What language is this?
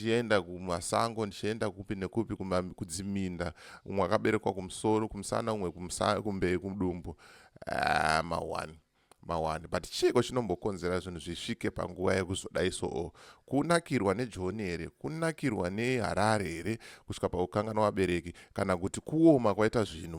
Shona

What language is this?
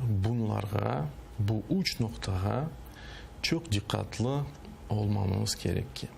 Crimean Tatar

